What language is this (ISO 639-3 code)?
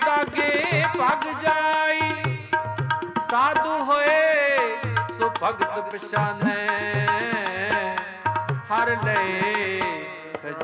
pan